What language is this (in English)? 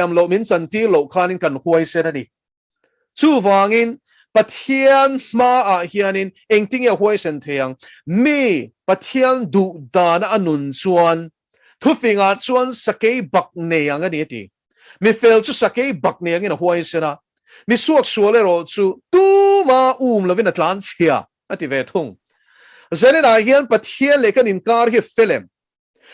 Mizo